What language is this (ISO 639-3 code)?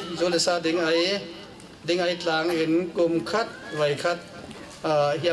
cfm